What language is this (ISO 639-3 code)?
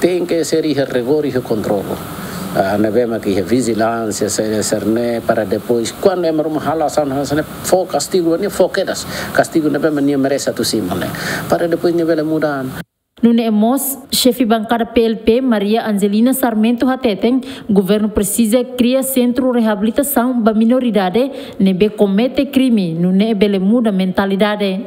tet